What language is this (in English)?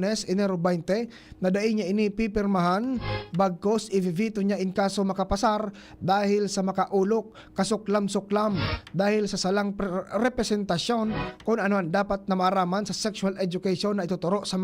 Bikol